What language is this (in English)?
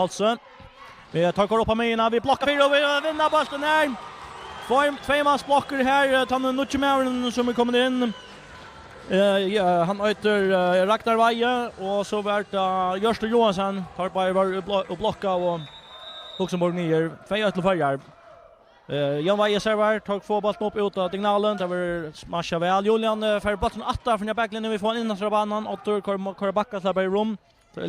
Faroese